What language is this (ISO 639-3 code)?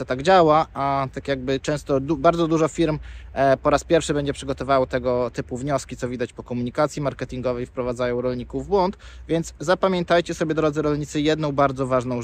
pol